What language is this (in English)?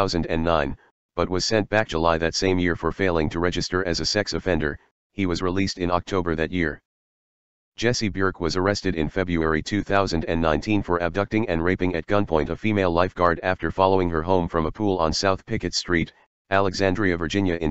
English